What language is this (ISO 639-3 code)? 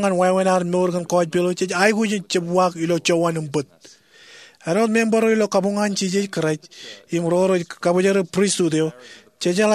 mah